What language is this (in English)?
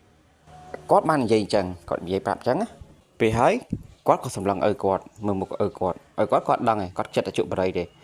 Khmer